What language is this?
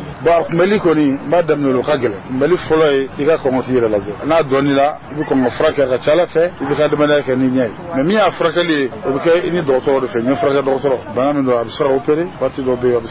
Bambara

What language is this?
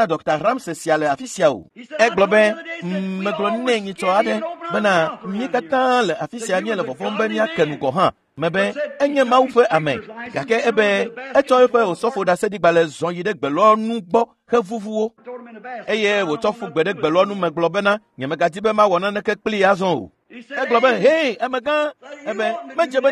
Ewe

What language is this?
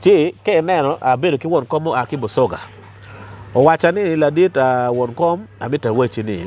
Acoli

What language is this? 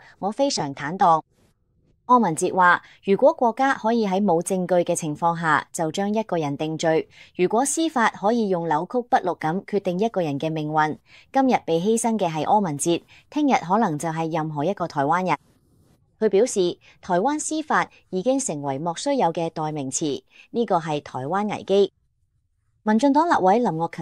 Cantonese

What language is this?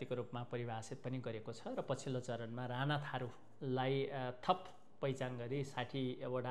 Nepali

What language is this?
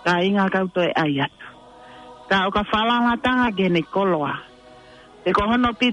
Tongan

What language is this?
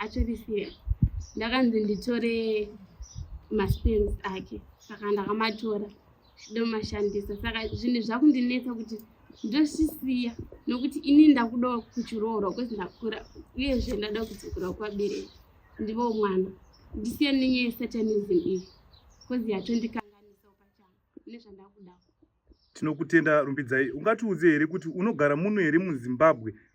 Shona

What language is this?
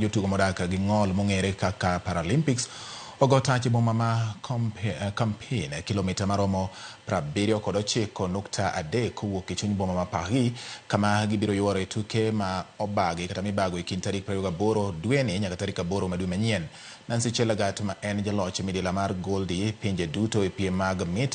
Luo (Kenya and Tanzania)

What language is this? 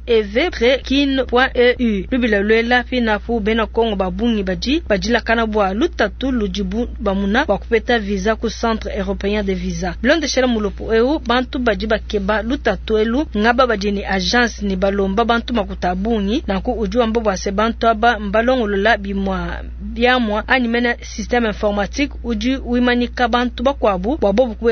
Luba-Lulua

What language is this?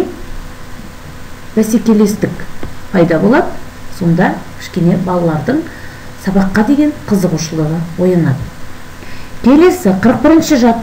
Kazakh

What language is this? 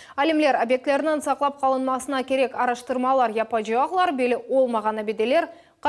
Crimean Tatar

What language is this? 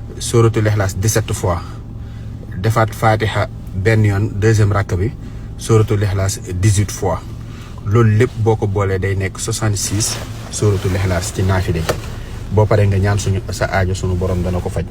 Wolof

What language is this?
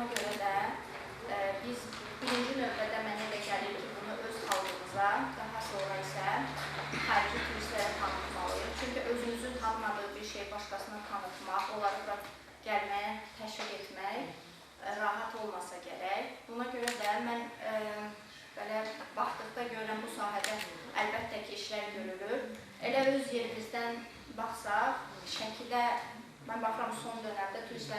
Azerbaijani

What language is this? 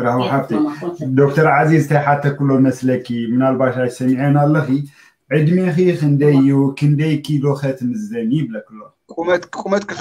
Tigrinya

